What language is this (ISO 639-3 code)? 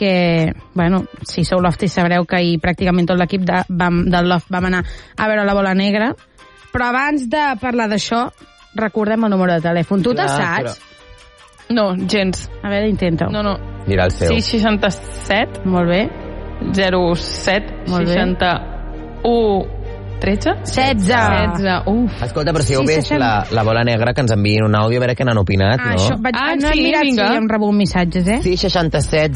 cat